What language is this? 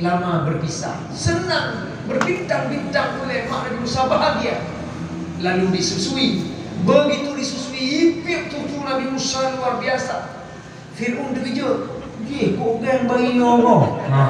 Achinese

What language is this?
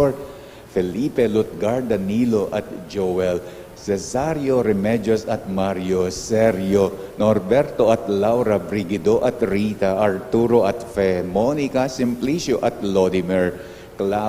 Pampanga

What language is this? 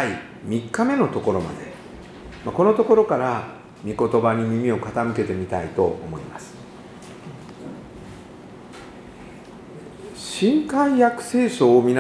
Japanese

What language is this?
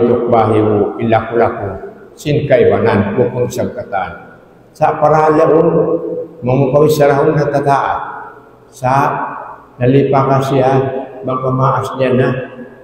Tausug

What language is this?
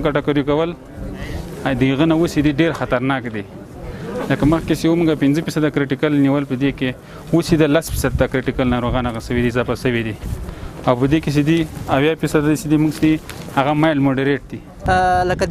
Pashto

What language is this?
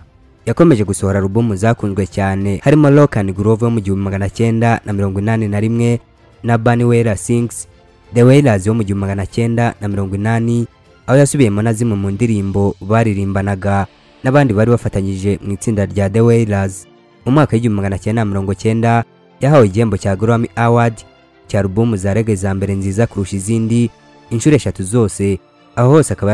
Kinyarwanda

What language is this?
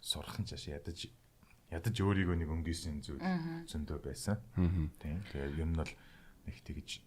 Mongolian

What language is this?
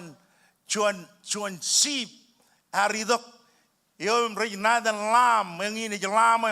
Marshallese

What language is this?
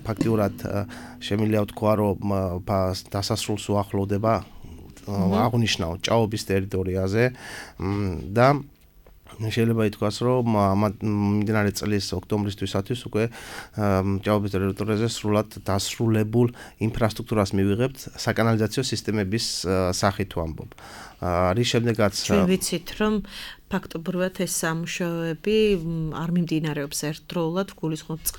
Georgian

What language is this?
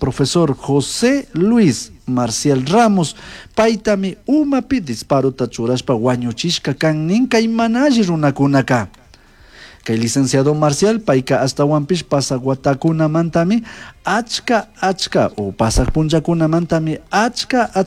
Chimborazo Highland Quichua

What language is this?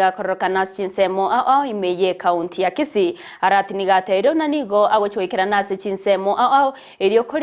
Gusii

